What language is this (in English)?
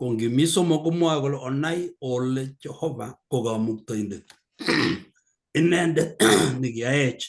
Kalenjin